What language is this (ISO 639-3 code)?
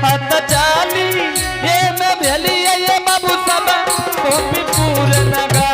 anp